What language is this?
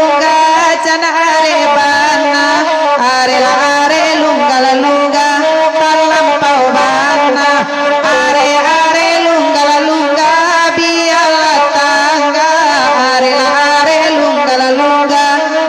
Minangkabau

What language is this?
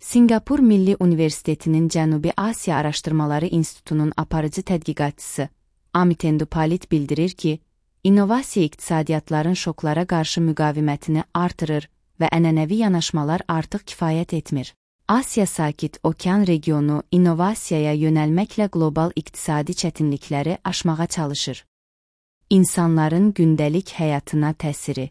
Azerbaijani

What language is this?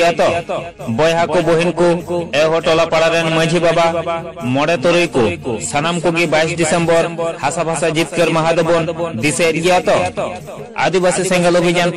Santali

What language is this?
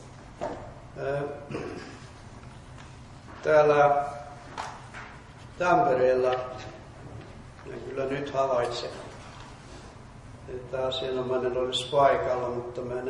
Finnish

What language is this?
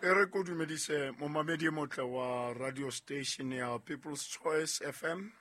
Southern Sotho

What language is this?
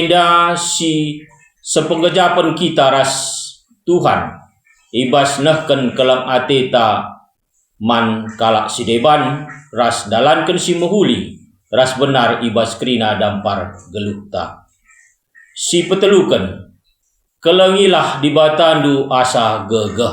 Batak Karo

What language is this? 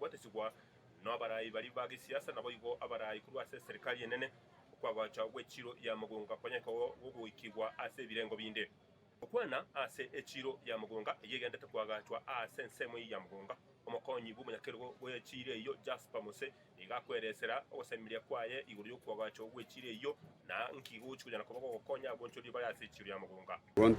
Gusii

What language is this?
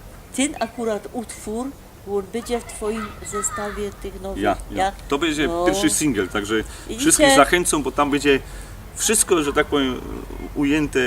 Silesian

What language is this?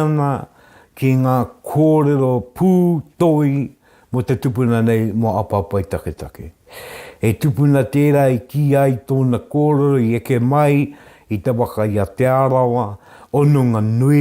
Māori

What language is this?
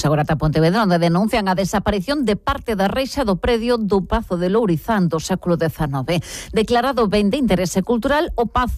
Galician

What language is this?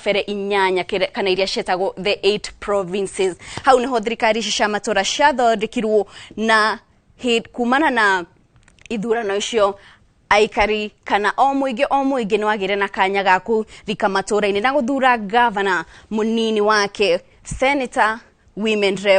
Kikuyu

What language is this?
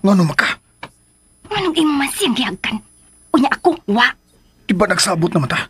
Cebuano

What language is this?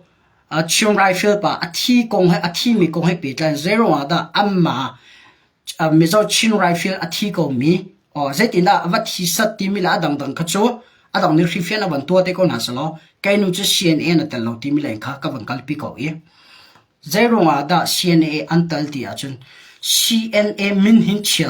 Hakha Chin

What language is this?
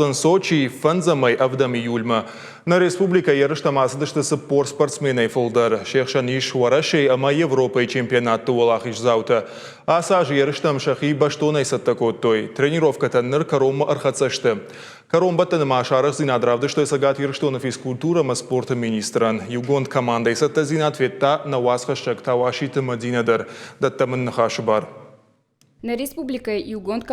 Ossetic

